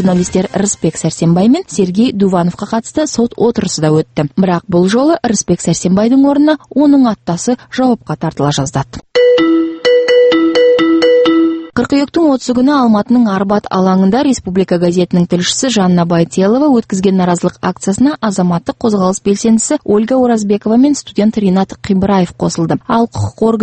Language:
Kazakh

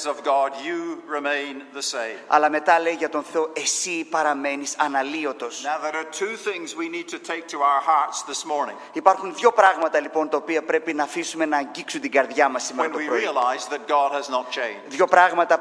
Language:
Greek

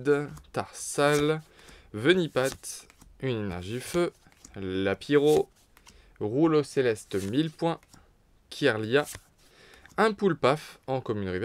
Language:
French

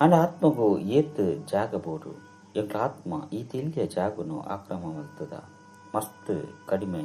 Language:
Tulu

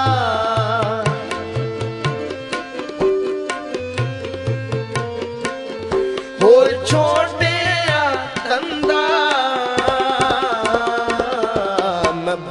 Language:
Punjabi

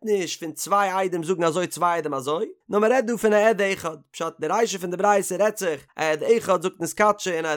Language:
Yiddish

